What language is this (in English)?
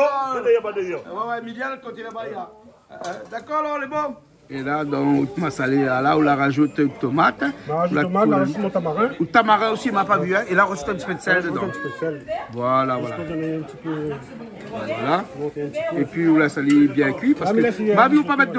Réunion Creole French